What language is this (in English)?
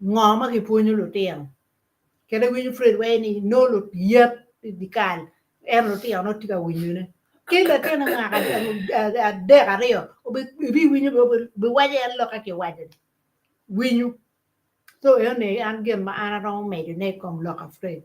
Acoli